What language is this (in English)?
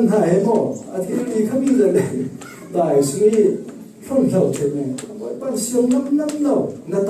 Falam Chin